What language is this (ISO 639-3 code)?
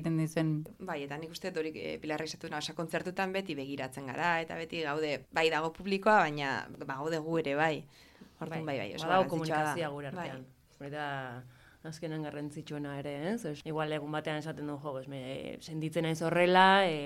eus